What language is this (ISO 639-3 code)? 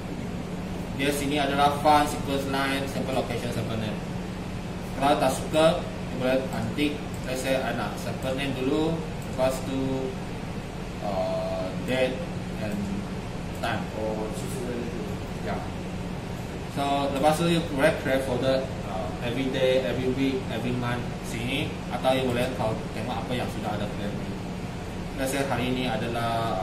msa